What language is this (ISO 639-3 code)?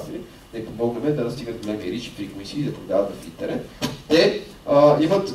bul